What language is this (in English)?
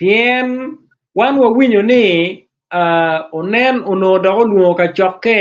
Acoli